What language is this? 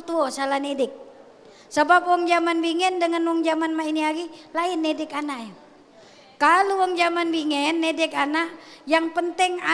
Musi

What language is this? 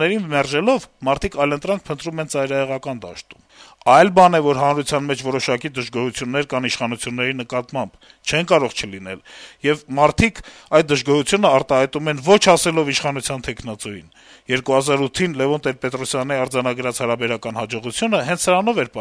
Armenian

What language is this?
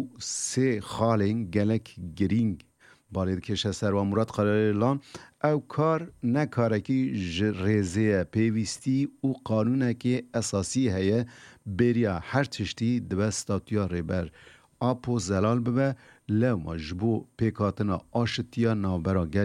Kurdish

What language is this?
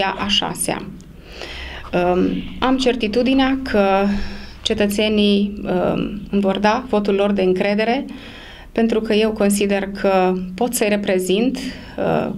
Romanian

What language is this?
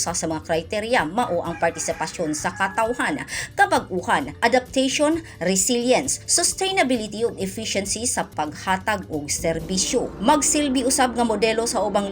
Cebuano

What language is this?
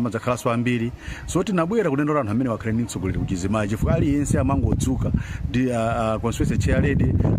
Nyanja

